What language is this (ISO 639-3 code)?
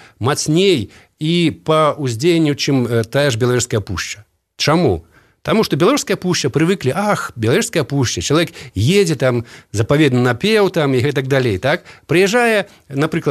bel